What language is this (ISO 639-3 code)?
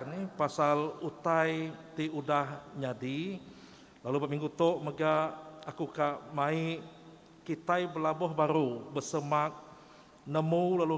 iba